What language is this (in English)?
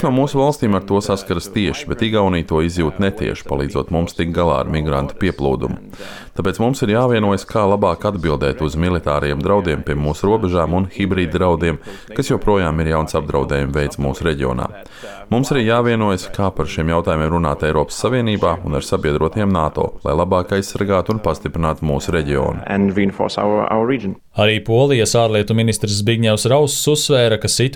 Latvian